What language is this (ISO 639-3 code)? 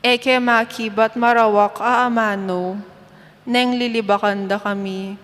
pam